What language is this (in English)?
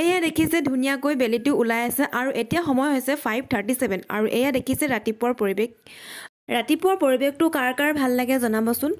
Assamese